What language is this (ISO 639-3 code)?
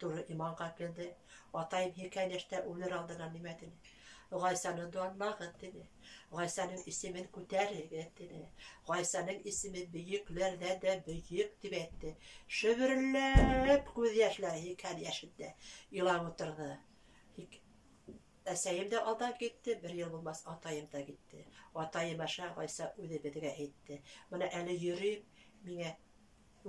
bak